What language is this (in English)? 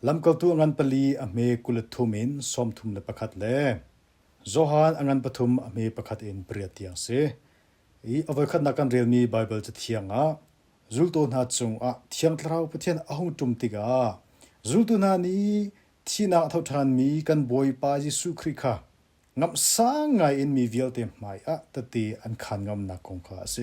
Hakha Chin